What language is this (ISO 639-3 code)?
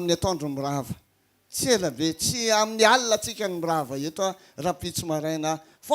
mlg